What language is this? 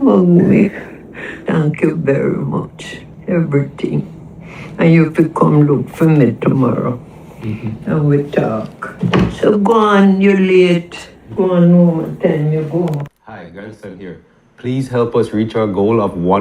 Jamaican Creole English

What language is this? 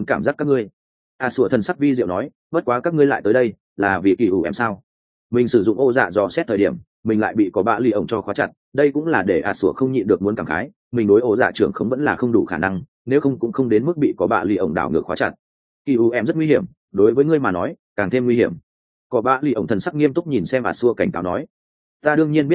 Vietnamese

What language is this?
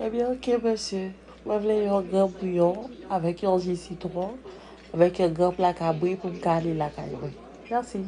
Haitian Creole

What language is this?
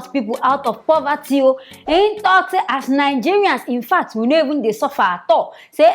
Nigerian Pidgin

